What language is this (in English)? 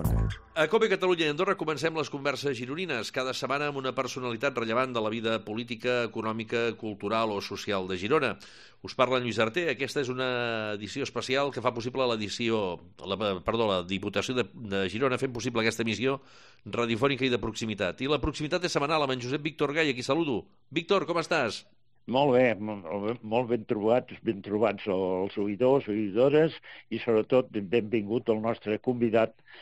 Catalan